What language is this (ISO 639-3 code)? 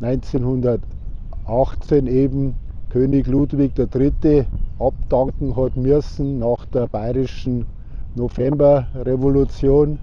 bar